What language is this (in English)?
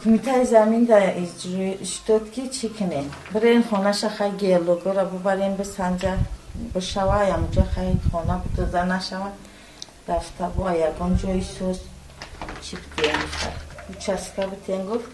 Tajik